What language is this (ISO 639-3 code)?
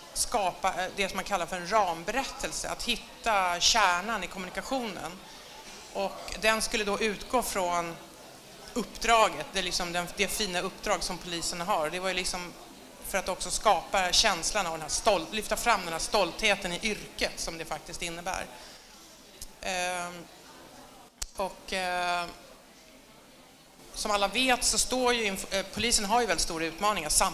swe